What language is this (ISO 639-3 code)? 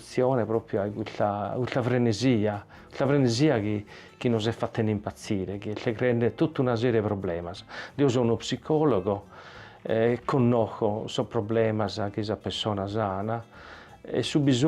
srd